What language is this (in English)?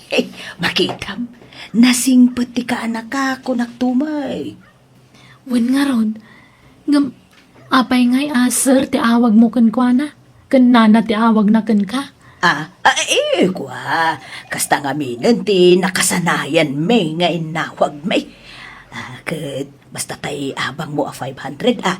Iloko